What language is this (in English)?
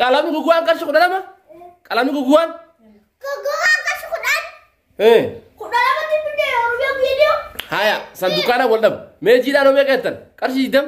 Oromo